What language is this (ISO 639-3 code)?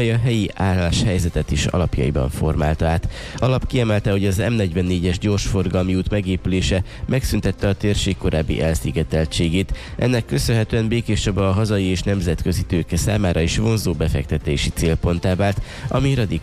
hun